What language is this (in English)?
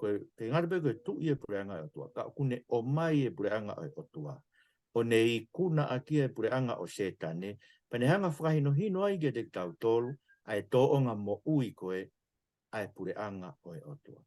Tongan